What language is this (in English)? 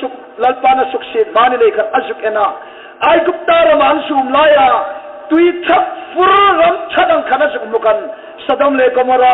Hmar